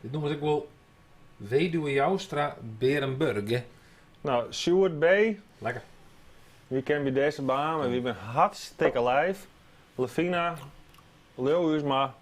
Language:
Western Frisian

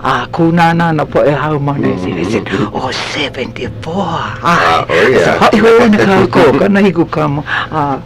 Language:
Hawaiian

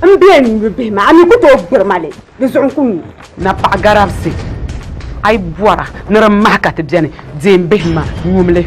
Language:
Dagbani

